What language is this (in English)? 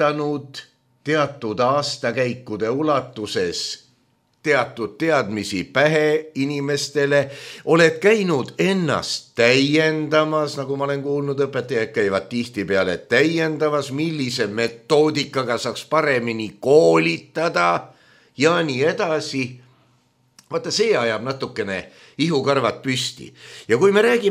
Estonian